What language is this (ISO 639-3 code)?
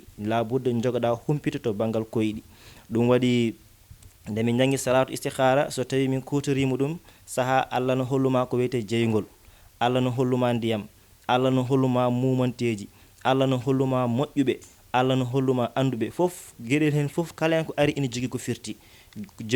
ful